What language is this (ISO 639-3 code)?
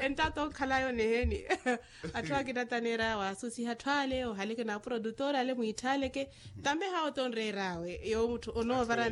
vmw